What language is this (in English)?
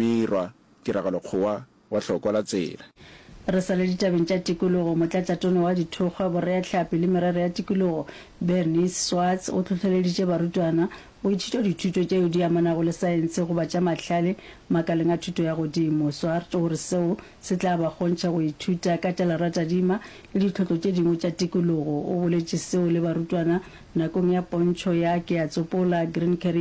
Northern Sotho